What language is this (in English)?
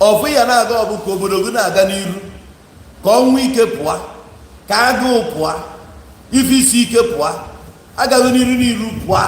Igbo